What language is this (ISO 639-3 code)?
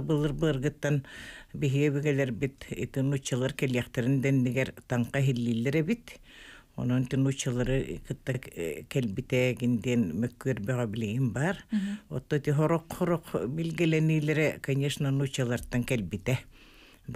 sah